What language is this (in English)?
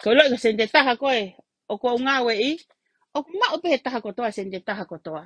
Tongan